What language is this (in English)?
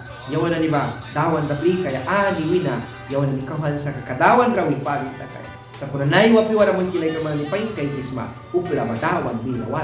Mískito